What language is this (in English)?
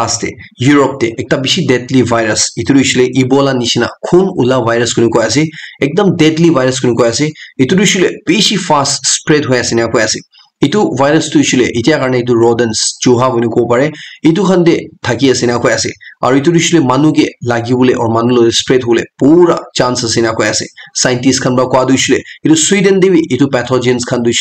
Naga Pidgin